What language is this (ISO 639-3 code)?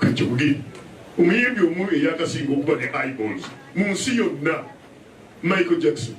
lug